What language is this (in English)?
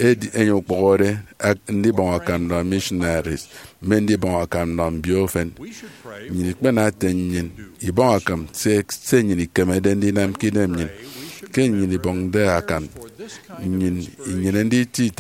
Efik